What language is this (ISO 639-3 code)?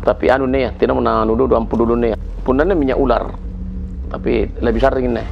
mfp